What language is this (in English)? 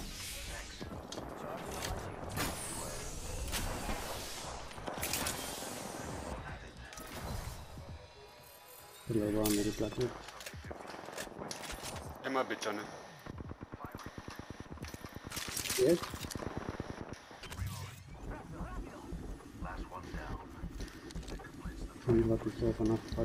Afrikaans